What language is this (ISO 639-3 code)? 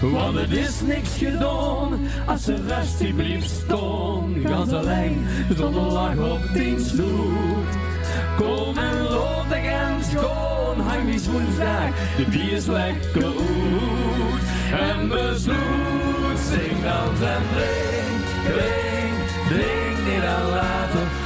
lim